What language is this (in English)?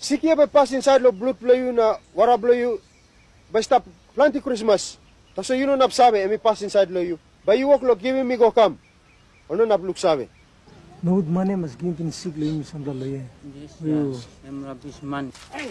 Tok Pisin